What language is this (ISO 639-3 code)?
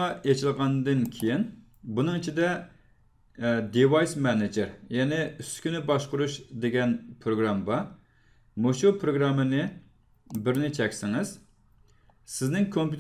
uig